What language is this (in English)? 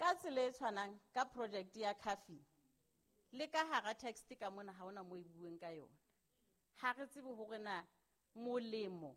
Southern Sotho